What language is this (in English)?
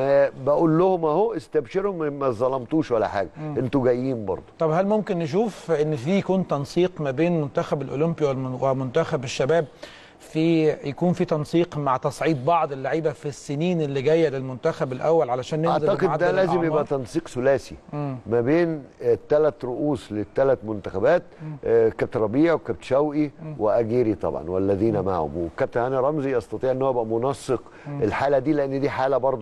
Egyptian Arabic